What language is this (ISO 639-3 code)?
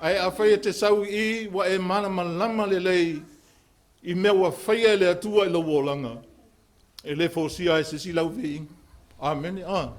smo